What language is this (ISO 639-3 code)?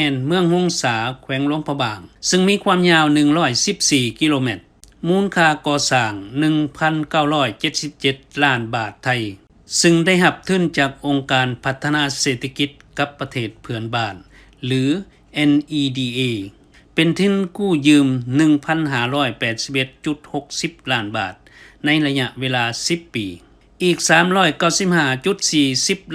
lao